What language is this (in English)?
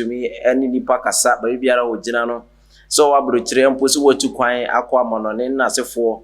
Akan